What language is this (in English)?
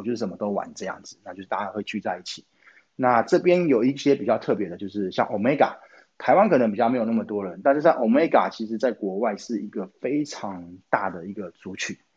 Chinese